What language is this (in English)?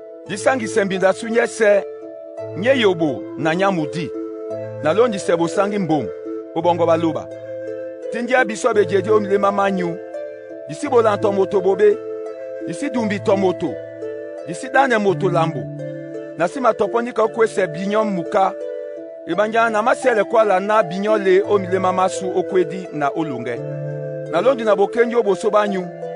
Duala